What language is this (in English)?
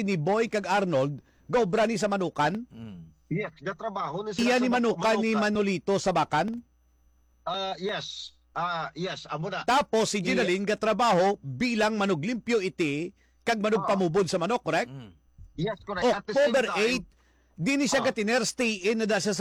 Hiligaynon